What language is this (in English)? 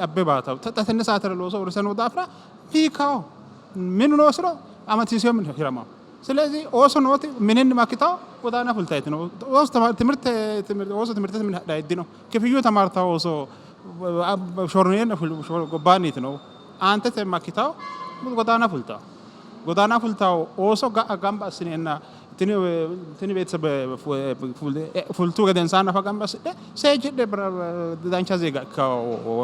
Sidamo